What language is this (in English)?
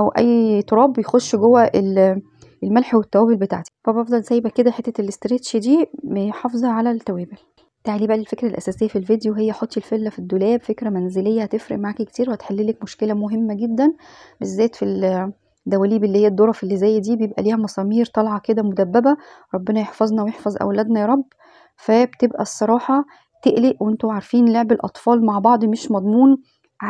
Egyptian Arabic